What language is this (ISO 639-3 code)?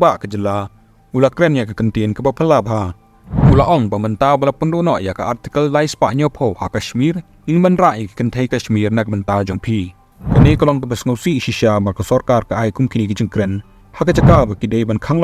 kha